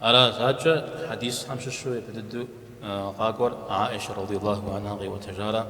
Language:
Kabardian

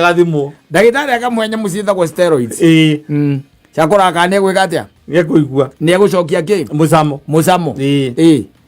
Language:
Kikuyu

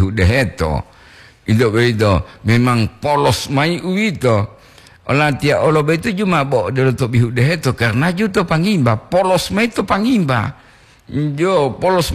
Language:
Gorontalo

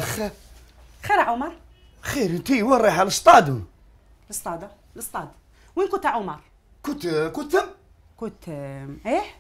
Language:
Algerian Arabic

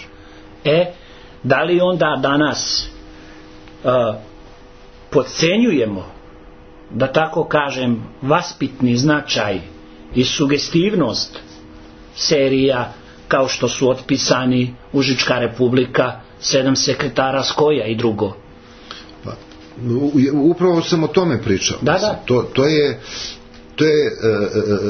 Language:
Serbian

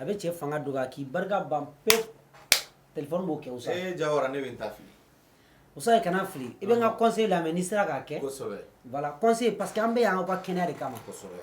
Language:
Bambara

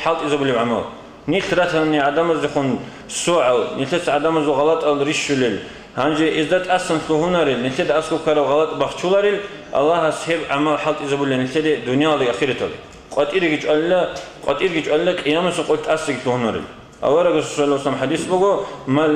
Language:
Avaric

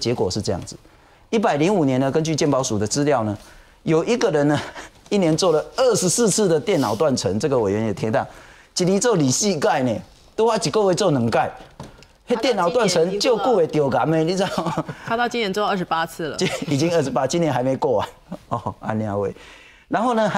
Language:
Chinese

